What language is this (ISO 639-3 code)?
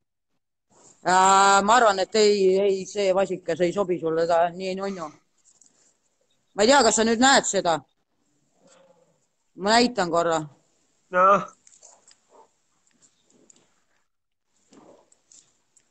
est